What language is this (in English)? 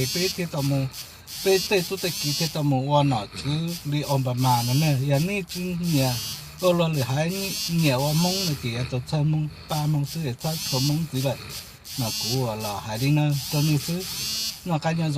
Hmong